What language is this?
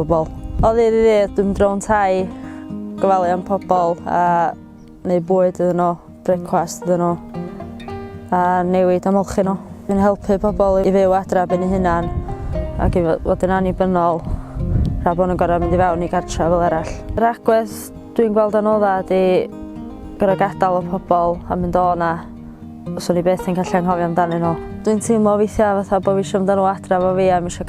Welsh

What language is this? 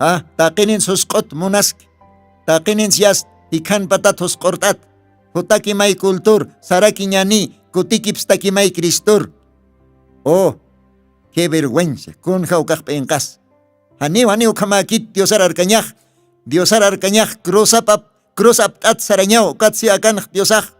Aymara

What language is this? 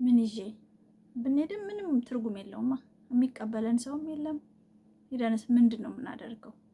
Amharic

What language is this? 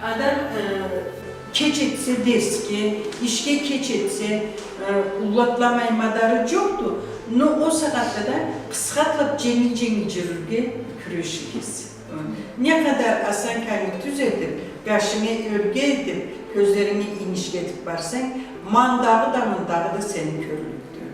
Karachay-Balkar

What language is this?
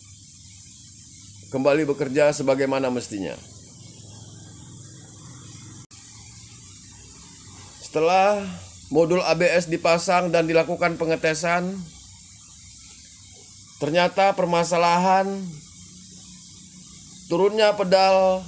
Indonesian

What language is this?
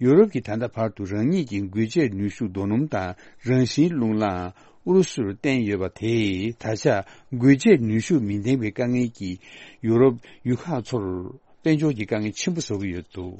Tibetan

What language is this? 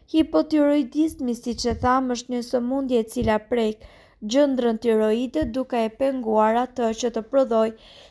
Albanian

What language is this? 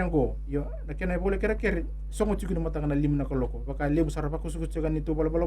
Fijian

